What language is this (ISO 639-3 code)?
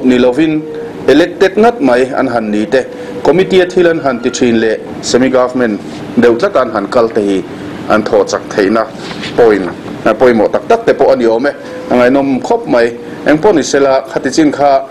lus